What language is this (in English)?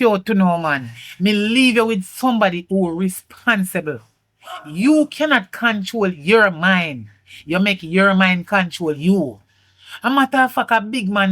Jamaican Creole English